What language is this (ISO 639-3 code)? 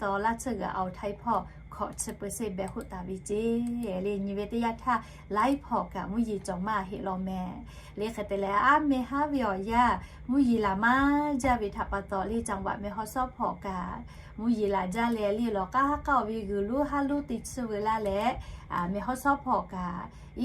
lhu